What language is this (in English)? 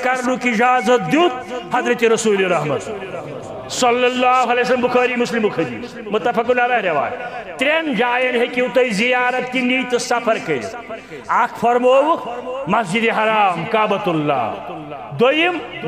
Kashmiri